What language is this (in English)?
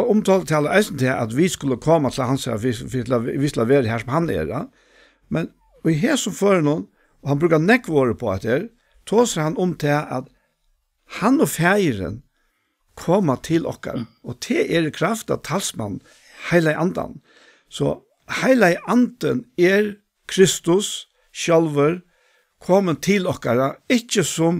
Faroese